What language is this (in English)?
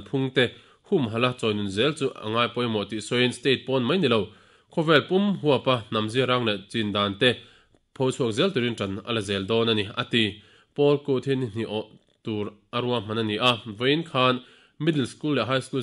Mizo